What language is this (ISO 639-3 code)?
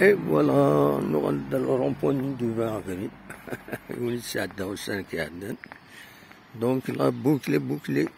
kab